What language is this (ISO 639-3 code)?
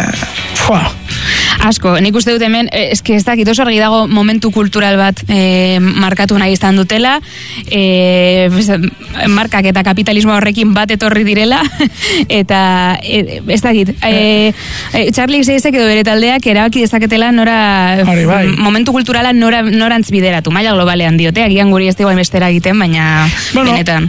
eus